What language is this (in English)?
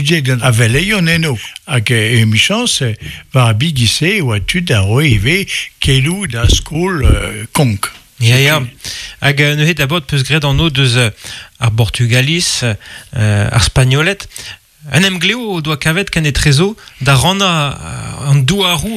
Breton